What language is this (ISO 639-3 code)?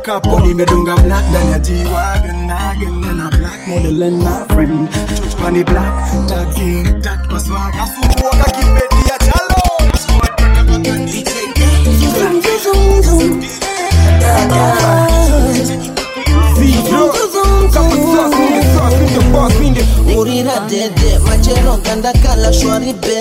swa